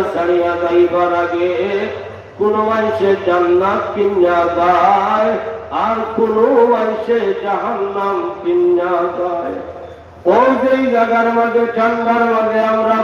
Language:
Sylheti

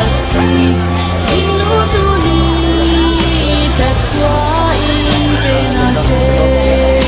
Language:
Hakha Chin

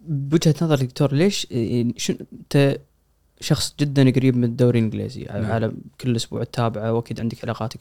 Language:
Gulf Arabic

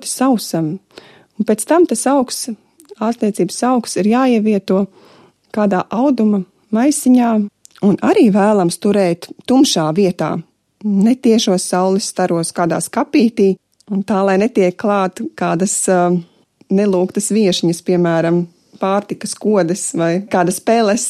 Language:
Latvian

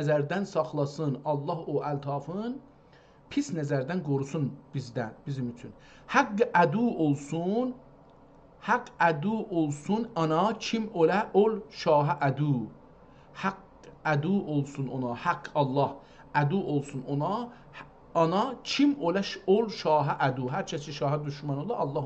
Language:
South Azerbaijani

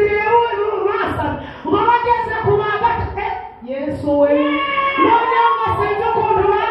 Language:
Kinyarwanda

